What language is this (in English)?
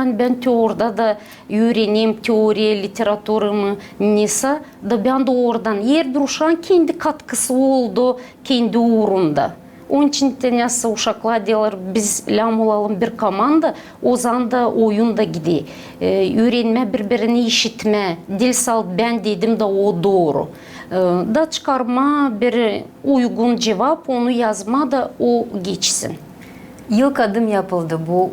Gagauz